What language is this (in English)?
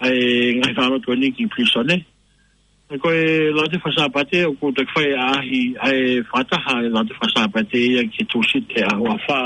Tongan